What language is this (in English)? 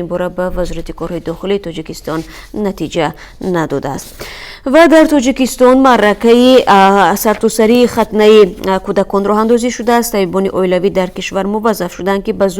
Tajik